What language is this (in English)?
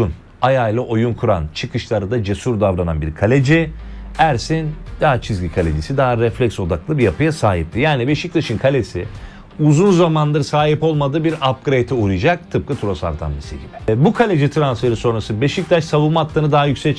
Turkish